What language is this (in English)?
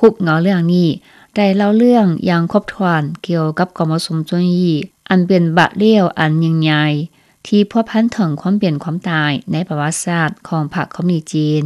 Lao